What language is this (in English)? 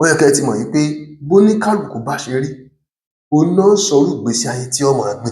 Yoruba